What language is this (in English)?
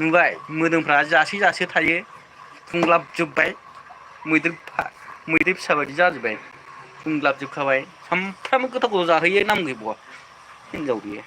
Bodo